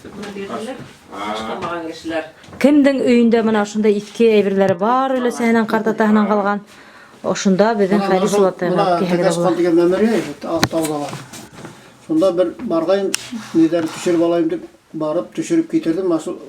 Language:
Bashkir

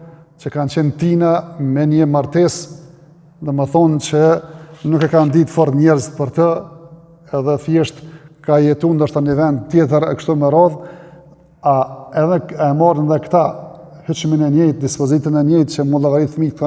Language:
Albanian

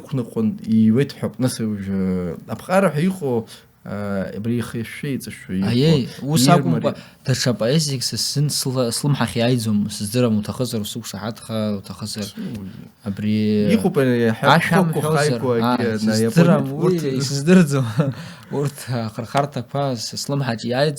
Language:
Abkhazian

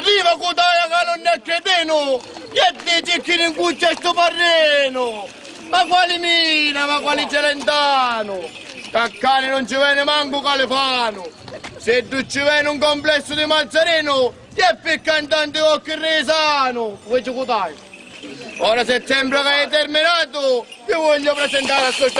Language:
Sicilian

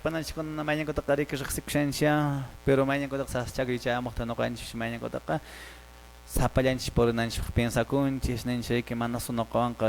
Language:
Quechua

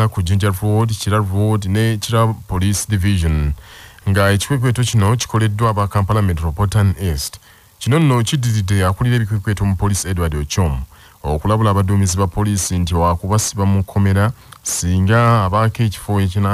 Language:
Ganda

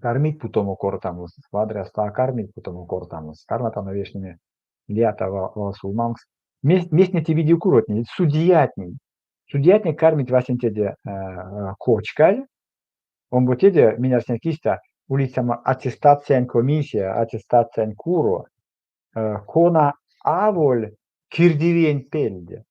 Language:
Erzya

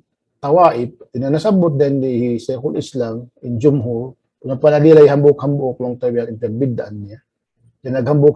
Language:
Tausug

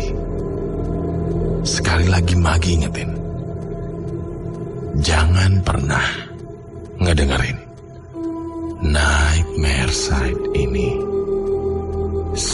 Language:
Indonesian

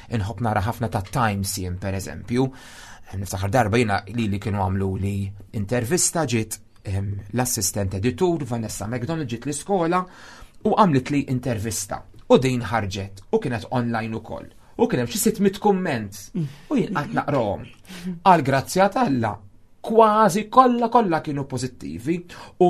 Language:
Maltese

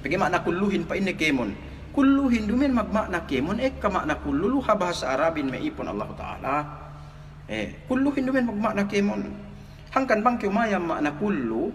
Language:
Yakan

